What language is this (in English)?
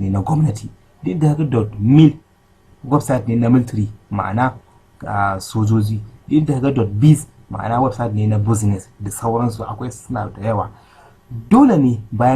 Hausa